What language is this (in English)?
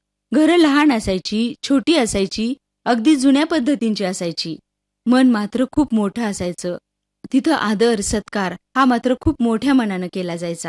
Marathi